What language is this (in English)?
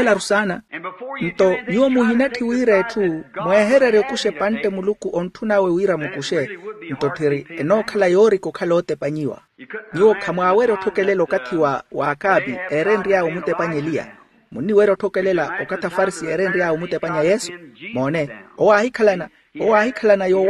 Makhuwa